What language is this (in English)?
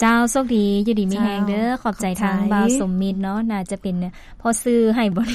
Lao